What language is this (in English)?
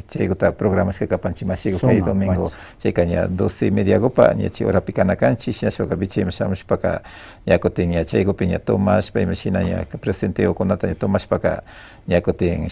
Imbabura Highland Quichua